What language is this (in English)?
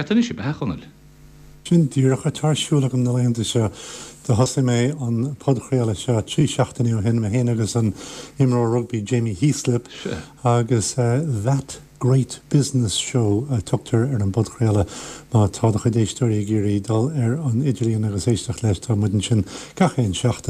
Irish